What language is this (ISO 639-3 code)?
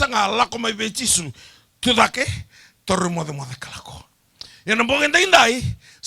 fij